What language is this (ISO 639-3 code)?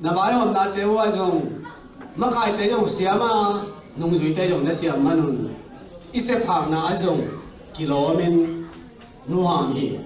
ctd